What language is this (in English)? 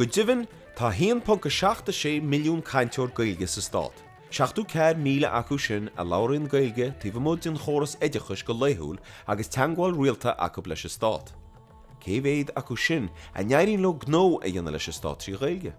Irish